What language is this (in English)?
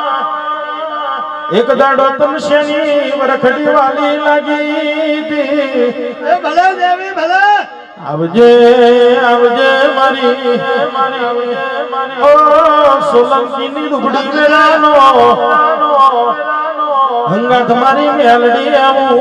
Gujarati